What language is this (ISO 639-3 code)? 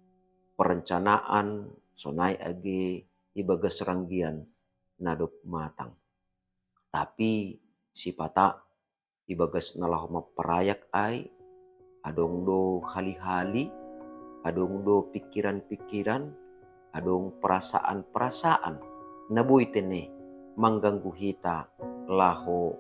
bts